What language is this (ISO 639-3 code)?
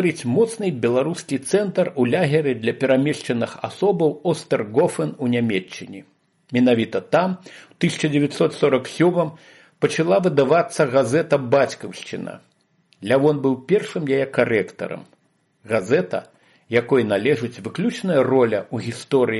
bel